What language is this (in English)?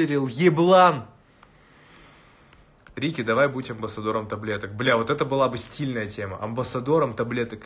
Russian